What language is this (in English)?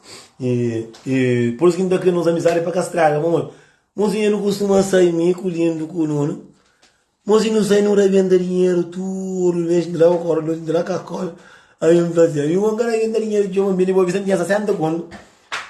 Kabuverdianu